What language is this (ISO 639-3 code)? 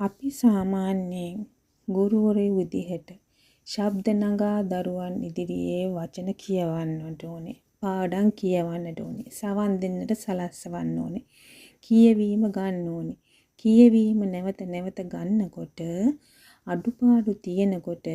sin